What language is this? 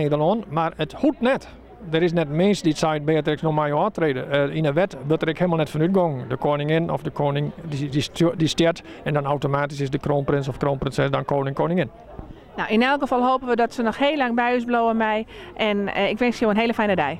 Western Frisian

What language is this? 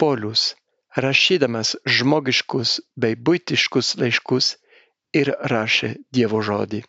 Lithuanian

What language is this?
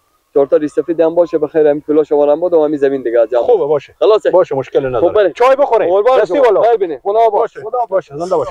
Persian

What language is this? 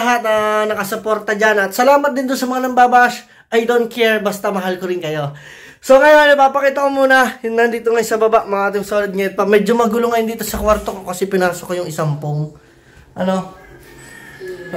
Filipino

